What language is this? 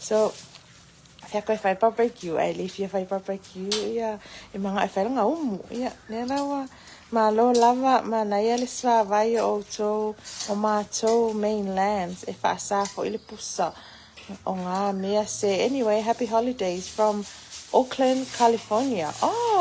Samoan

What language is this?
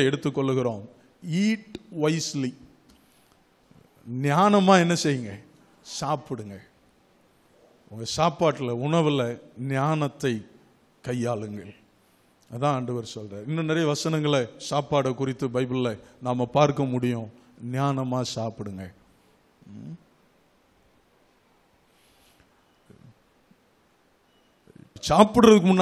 Tamil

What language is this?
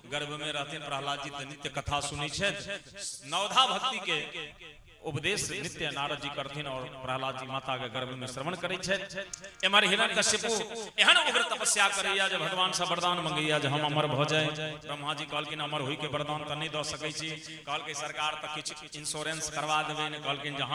Maithili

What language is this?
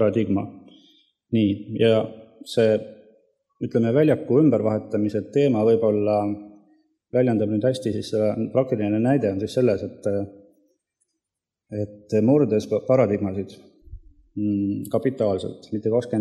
Estonian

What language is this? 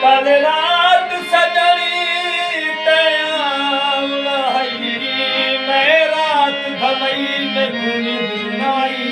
Saraiki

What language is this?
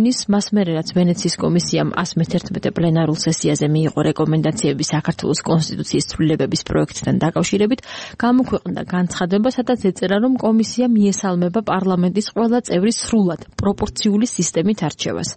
Georgian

